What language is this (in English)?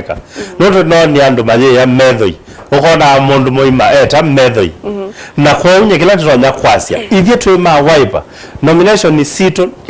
Kamba